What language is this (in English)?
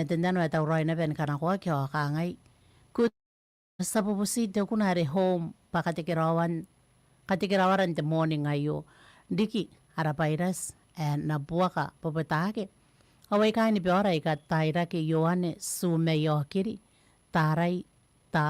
Gilbertese